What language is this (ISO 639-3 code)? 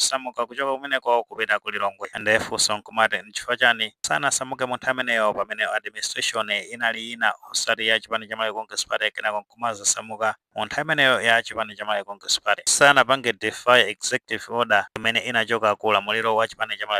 nya